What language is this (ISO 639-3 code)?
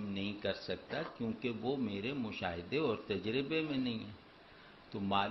urd